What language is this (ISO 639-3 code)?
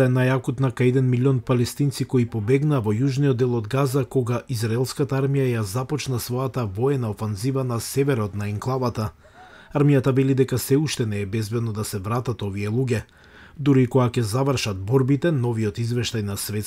mkd